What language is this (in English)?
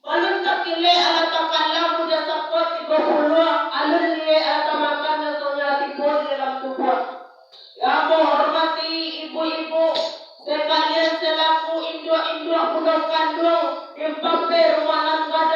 Minangkabau